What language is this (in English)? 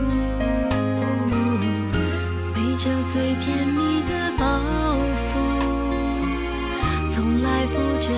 Chinese